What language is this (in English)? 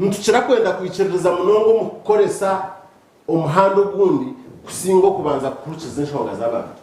Nyankole